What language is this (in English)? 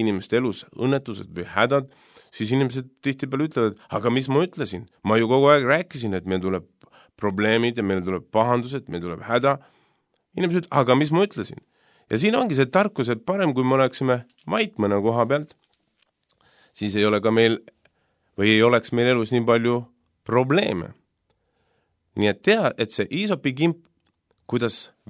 Estonian